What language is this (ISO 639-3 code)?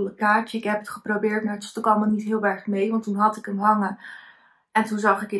nld